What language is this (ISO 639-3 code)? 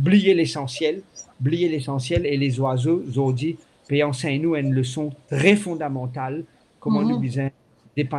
mfe